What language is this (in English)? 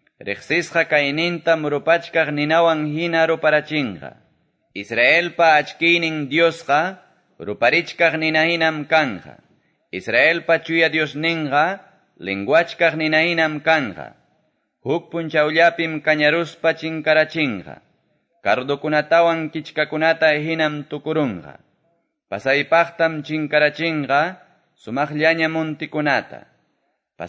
Quechua